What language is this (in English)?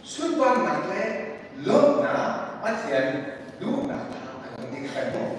Hakha Chin